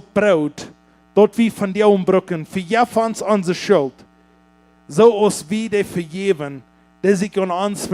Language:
Plautdietsch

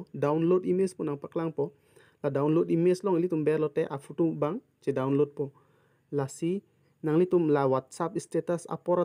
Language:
Karbi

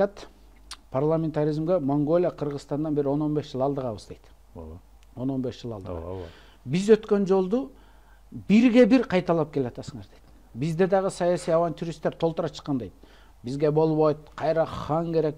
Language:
Kyrgyz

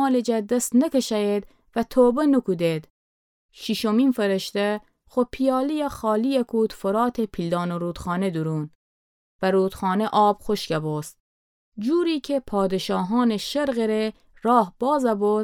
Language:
Gilaki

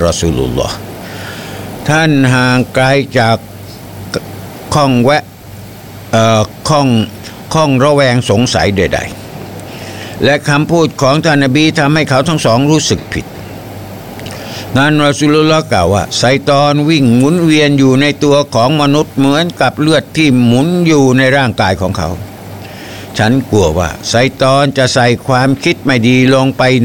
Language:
Thai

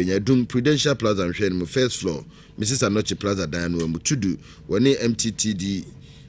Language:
Akan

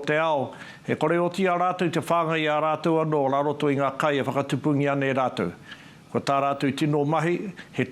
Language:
Māori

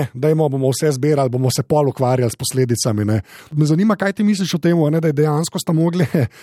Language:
Slovenian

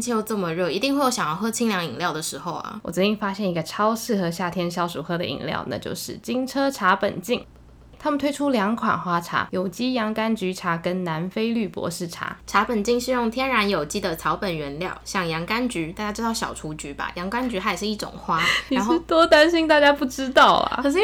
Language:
Chinese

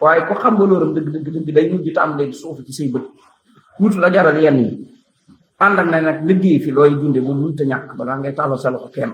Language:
Wolof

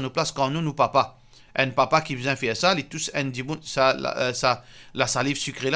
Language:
Morisyen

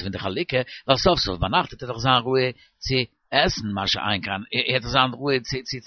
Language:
Yiddish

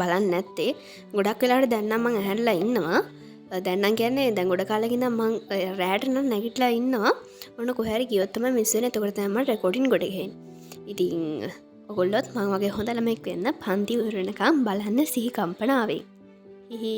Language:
Sinhala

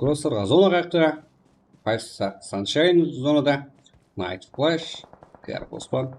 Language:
Kara-Kalpak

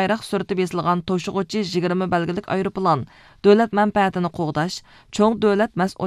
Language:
Uyghur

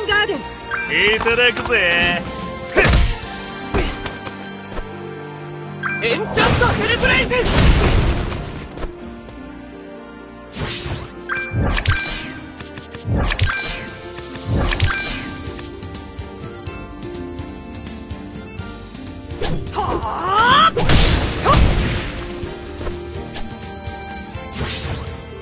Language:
Japanese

